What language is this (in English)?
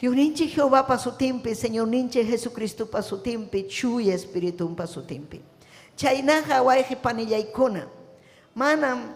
Ayacucho Quechua